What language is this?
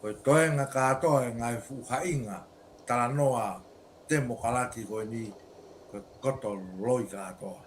Tongan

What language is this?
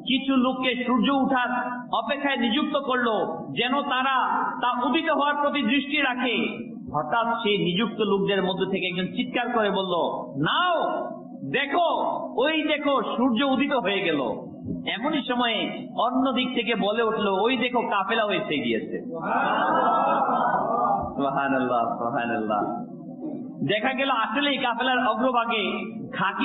Bangla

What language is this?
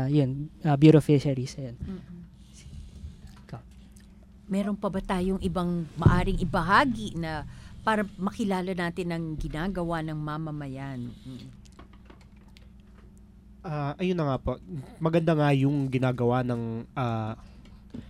Filipino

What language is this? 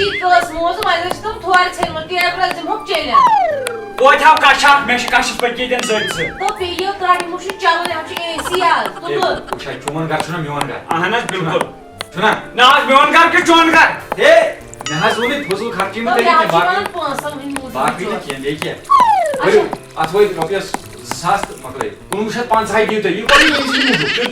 Kashmiri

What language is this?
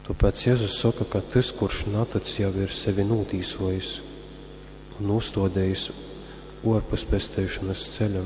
Latgalian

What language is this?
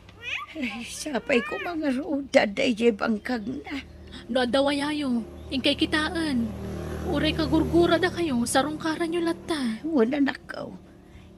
Iloko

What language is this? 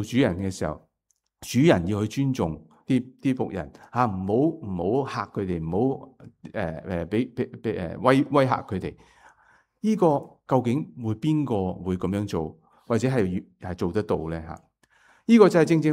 Cantonese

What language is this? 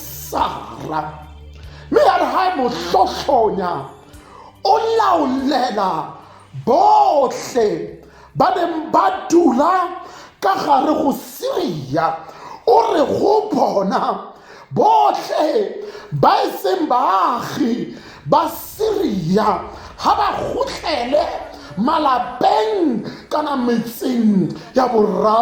Tswana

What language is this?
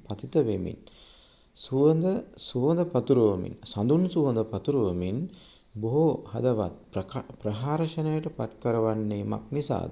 Sinhala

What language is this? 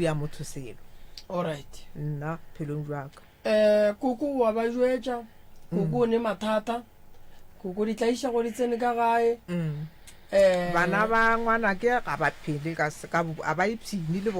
Northern Sotho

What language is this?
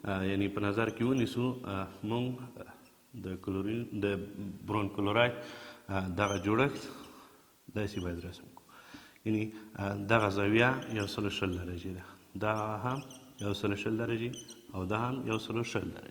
Pashto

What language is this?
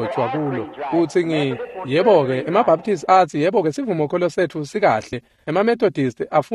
Swati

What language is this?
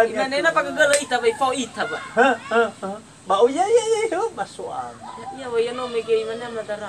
Nias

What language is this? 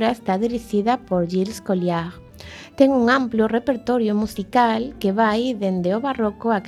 Galician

